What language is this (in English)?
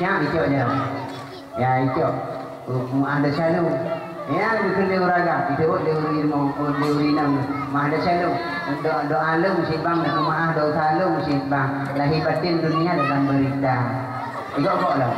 Achinese